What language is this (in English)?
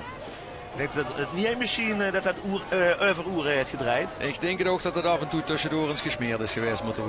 Limburgish